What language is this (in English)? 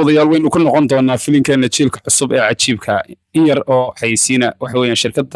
Somali